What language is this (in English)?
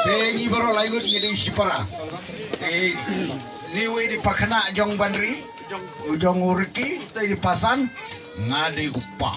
Khasi